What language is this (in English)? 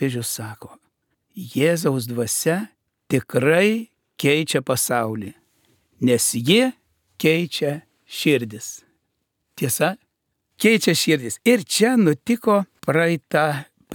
Lithuanian